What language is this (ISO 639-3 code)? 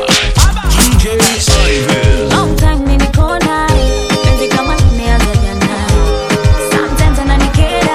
swa